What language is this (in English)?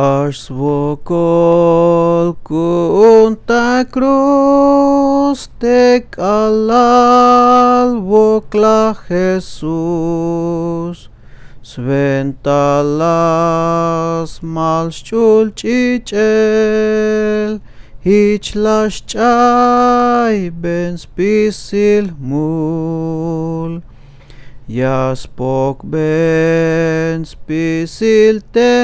Tzeltal